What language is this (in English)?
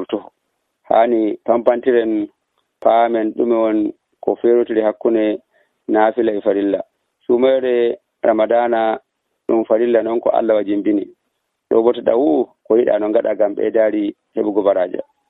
Nigerian Fulfulde